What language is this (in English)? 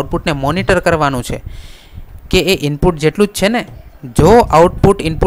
Gujarati